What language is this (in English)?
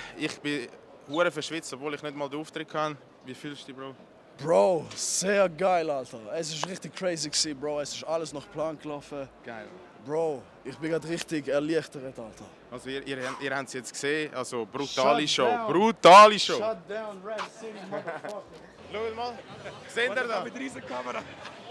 Swiss German